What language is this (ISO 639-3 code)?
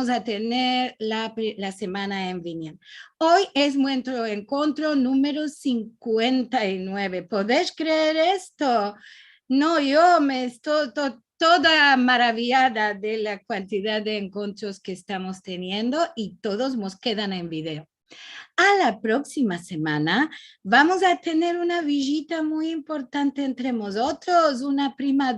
lad